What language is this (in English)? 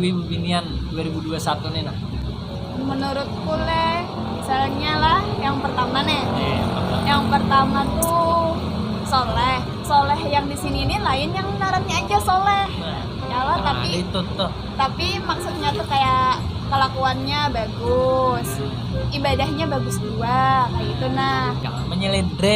Banjar